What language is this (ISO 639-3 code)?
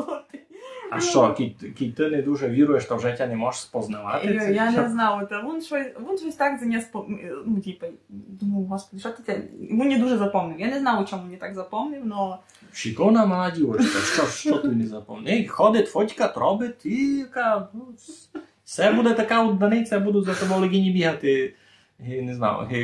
rue